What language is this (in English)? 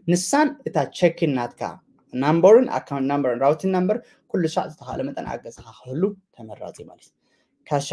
Tigrinya